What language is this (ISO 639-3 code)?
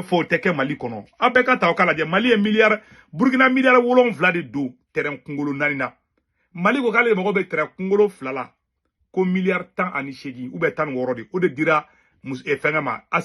bam